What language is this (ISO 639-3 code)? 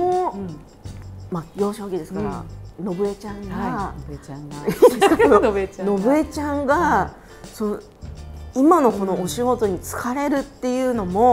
jpn